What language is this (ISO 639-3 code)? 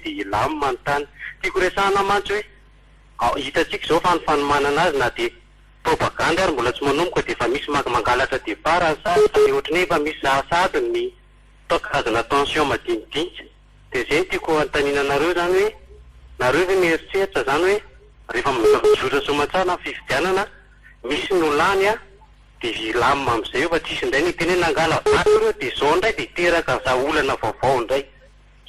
mlg